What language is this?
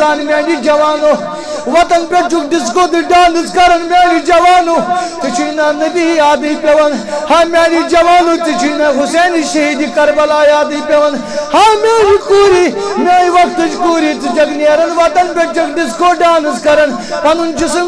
Kashmiri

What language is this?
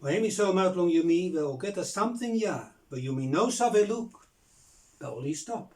Bislama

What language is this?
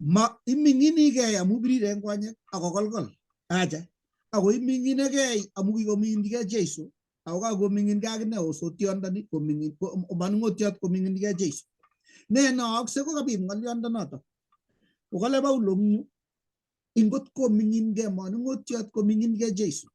Kalenjin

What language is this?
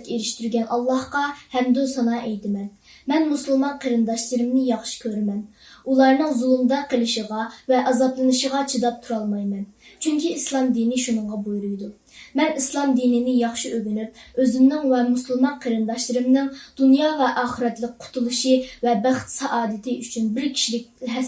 Uyghur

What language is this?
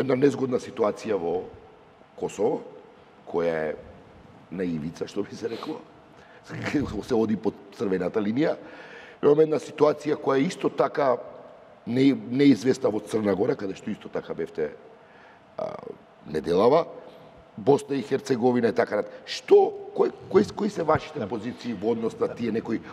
Macedonian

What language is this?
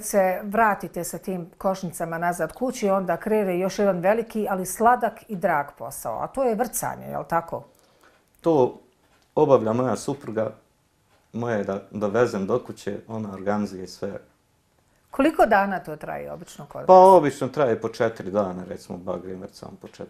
Bosnian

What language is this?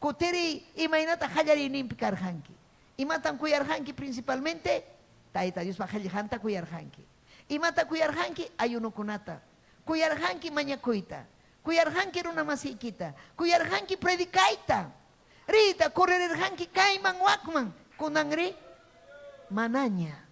Ayacucho Quechua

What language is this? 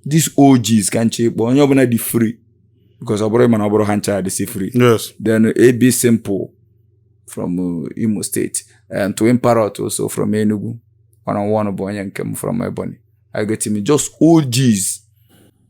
Igbo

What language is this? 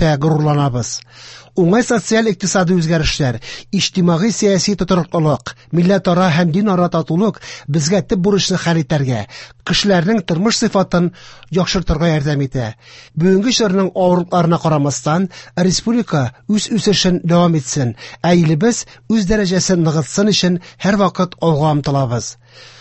Tatar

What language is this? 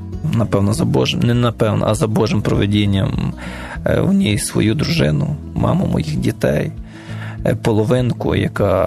Ukrainian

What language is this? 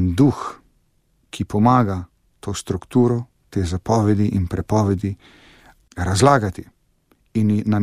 Slovenian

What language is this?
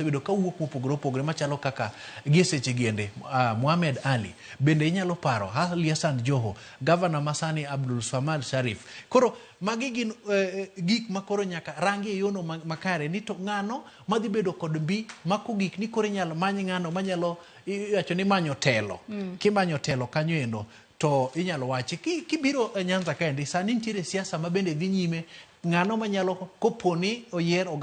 Luo (Kenya and Tanzania)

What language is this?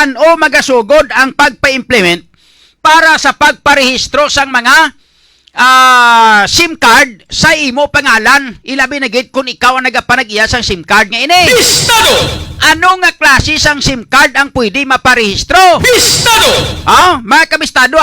Hiligaynon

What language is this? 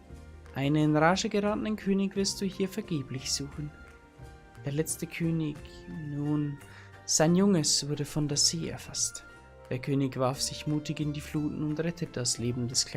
Bavarian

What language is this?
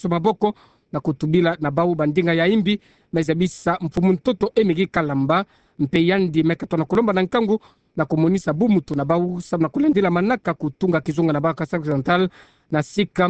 Kituba (Democratic Republic of Congo)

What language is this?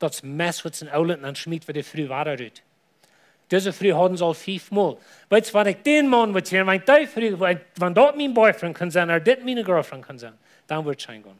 Plautdietsch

